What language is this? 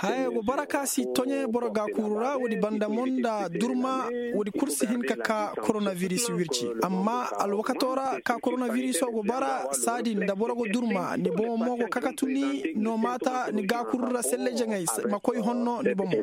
Koyraboro Senni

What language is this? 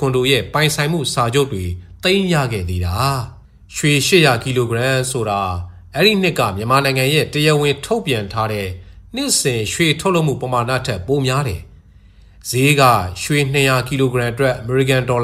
Burmese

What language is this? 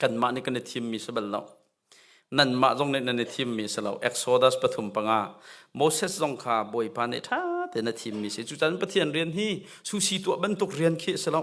Hakha Chin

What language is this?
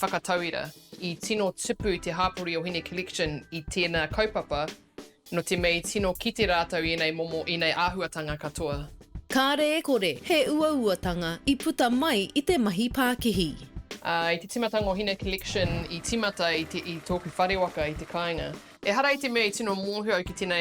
Māori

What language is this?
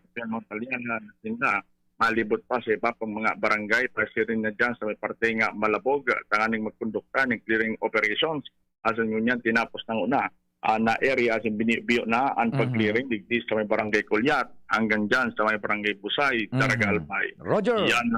Bikol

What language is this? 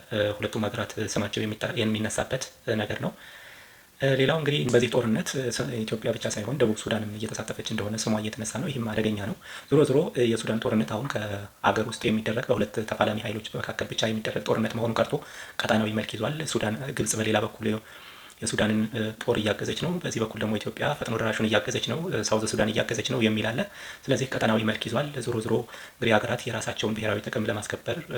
Amharic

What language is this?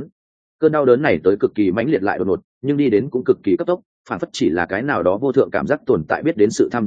Vietnamese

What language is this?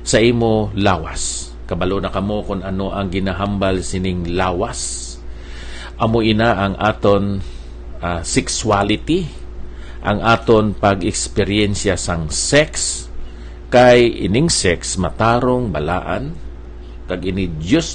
Hiligaynon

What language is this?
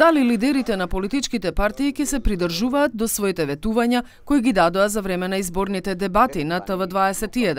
Macedonian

